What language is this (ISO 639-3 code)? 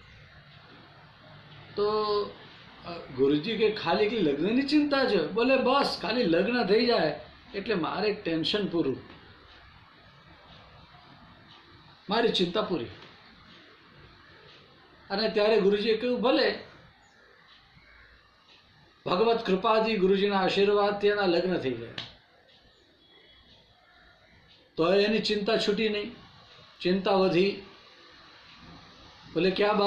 guj